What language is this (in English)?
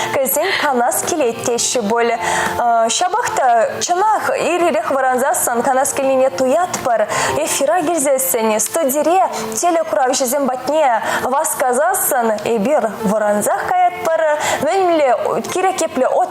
Chuvash